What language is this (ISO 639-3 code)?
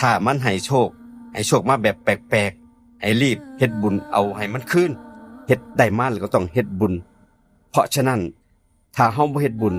tts